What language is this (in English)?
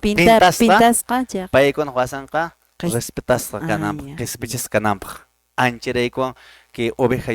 Quechua